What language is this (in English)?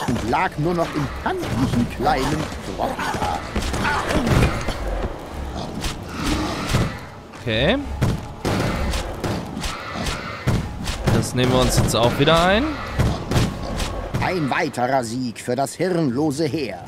German